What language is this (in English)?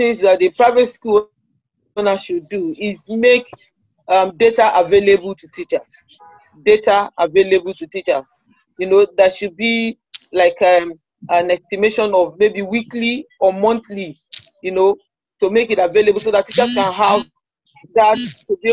English